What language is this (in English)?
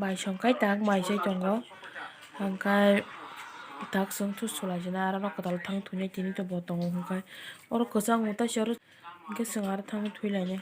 Kok Borok